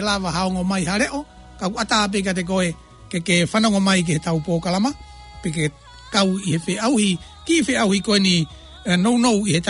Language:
Tongan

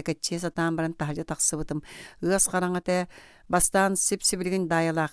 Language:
Yakut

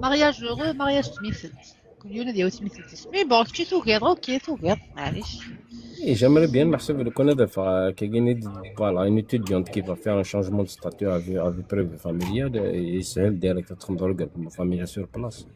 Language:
Kabyle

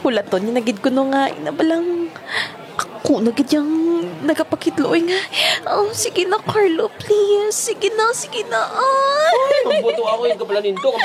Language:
Hiligaynon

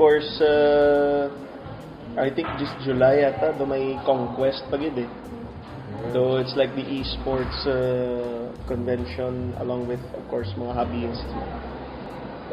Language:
Hiligaynon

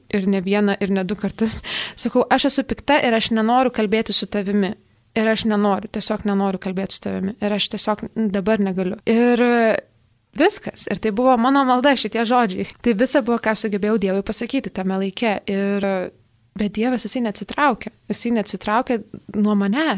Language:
Lithuanian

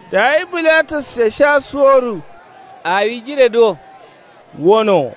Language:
Kanuri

